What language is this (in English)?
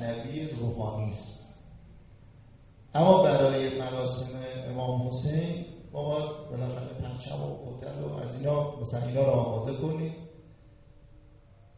Persian